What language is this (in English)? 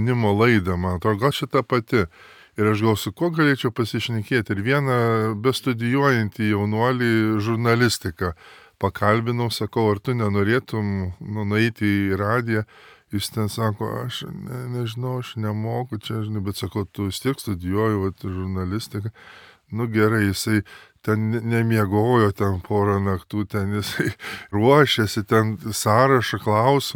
Lithuanian